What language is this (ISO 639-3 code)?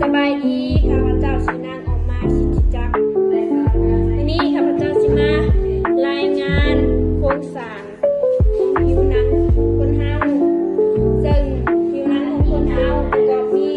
lao